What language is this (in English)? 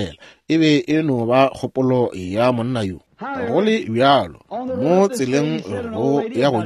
Northern Sotho